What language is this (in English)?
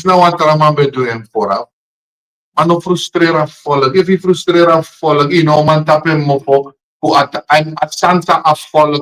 Sranan Tongo